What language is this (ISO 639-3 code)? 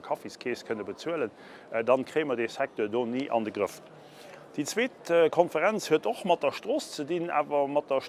ltz